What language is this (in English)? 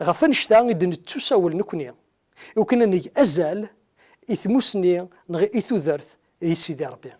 Kabyle